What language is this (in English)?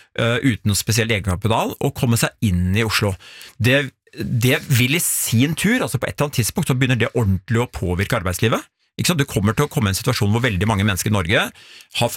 Norwegian